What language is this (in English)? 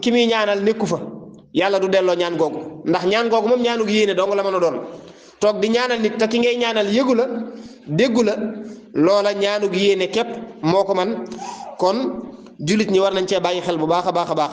Wolof